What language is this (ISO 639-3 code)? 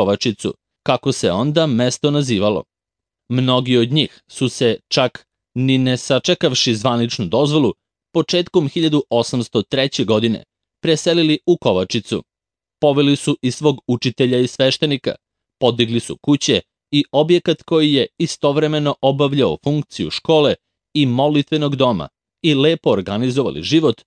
srp